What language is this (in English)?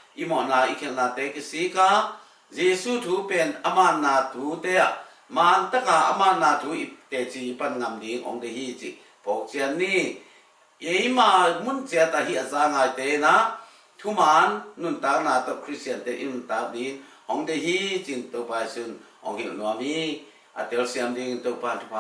Tedim Chin